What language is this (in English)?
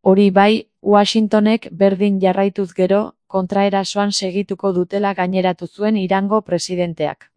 Basque